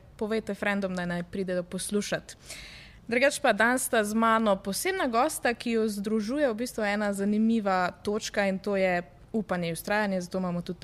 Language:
Slovenian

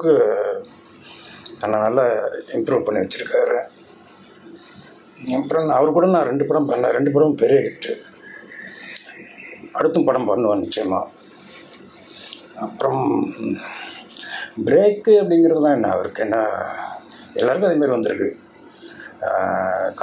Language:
Tamil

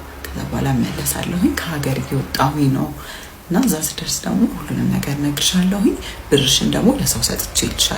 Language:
Amharic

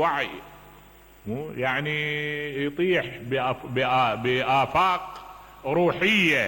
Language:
Mesopotamian Arabic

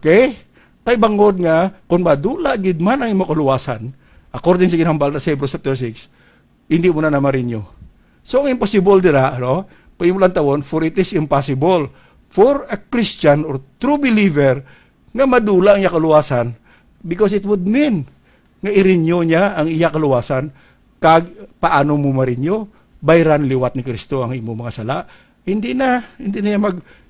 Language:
Hiligaynon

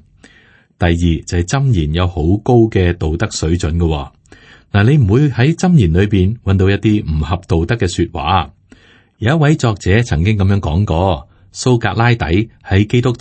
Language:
Cantonese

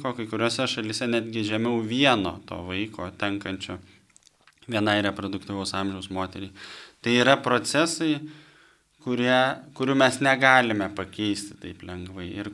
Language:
Lithuanian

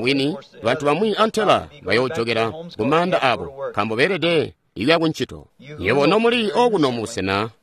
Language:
Tonga (Zambia)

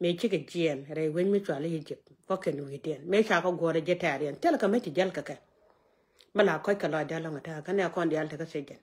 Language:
Nuer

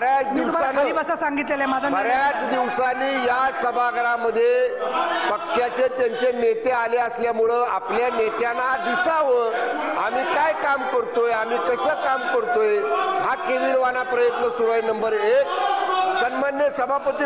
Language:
Marathi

